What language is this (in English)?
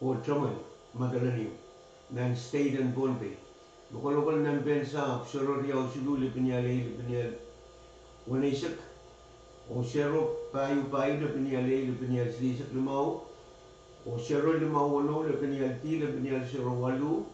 Pohnpeian